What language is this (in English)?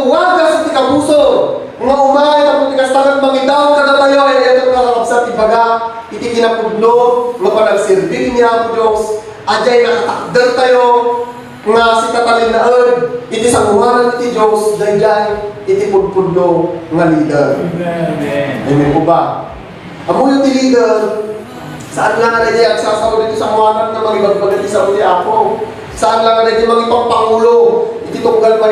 Iloko